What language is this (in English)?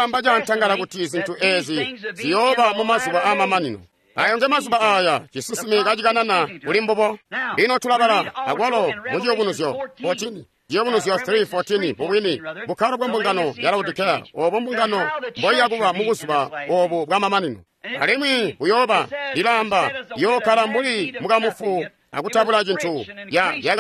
Tonga (Zambia)